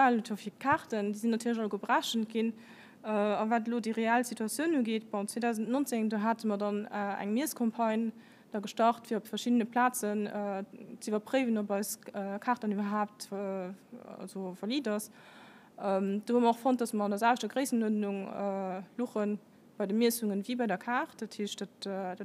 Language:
Luxembourgish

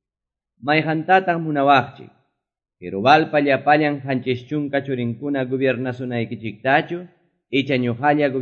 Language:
Quechua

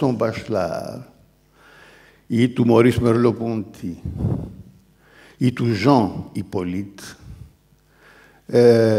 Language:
Greek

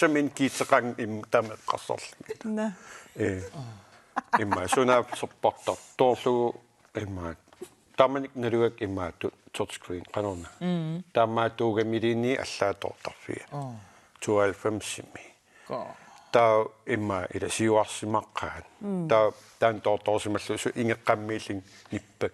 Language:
Kalaallisut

